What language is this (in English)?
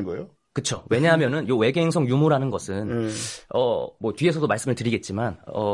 Korean